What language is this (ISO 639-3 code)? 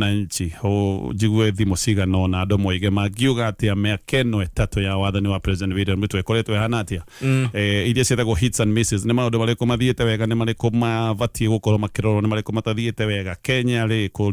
kik